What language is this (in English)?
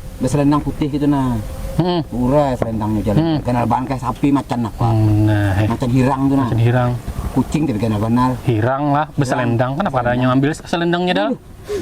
Banjar